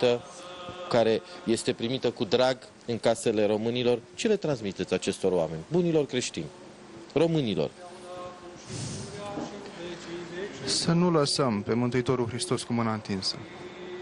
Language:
Romanian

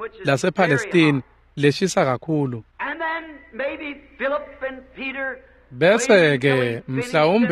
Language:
Swati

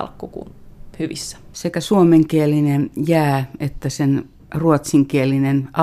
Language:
Finnish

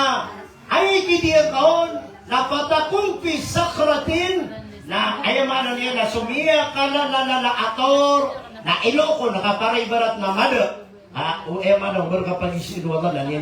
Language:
Maranao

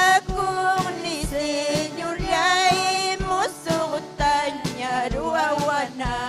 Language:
Ayacucho Quechua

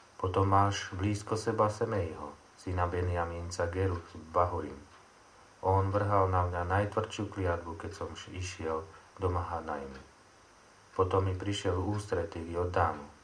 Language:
Slovak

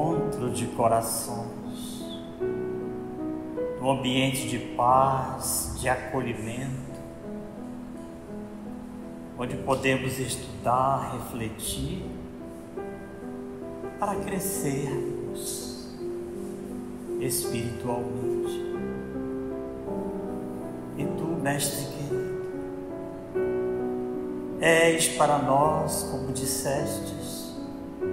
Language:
Portuguese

